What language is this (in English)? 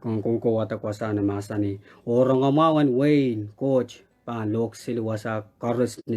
Pohnpeian